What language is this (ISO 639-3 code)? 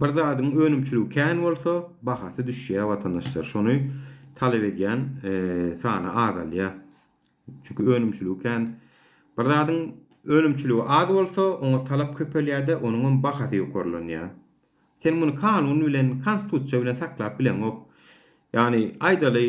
tuk